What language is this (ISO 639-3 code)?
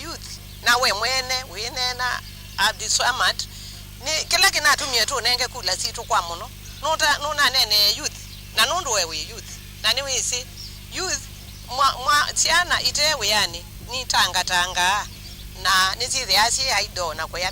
kam